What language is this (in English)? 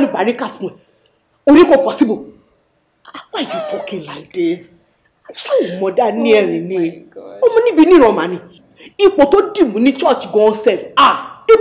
Yoruba